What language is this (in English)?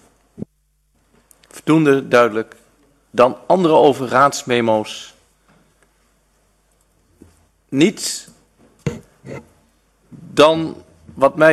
Dutch